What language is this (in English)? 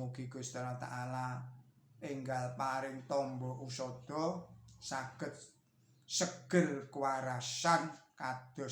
Javanese